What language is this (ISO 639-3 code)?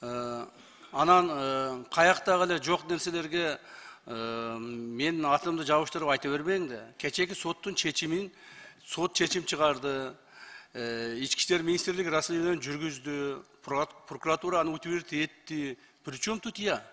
kir